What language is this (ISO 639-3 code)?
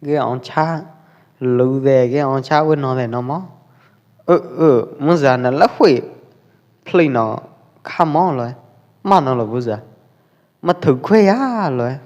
kjp